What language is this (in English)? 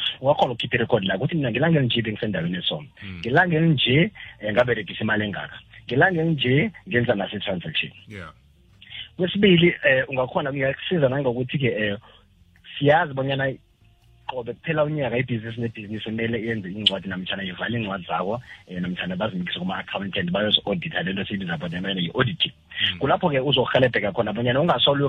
South Ndebele